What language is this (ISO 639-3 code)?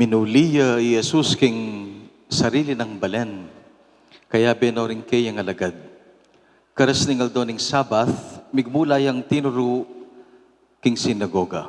pam